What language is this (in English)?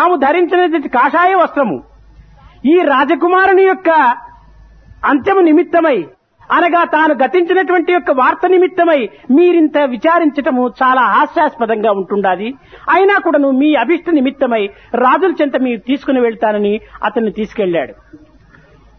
Telugu